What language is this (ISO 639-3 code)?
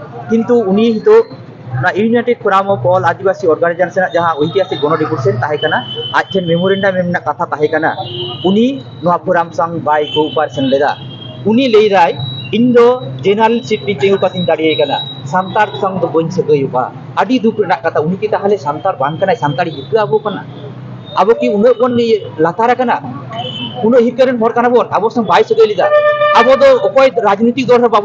sat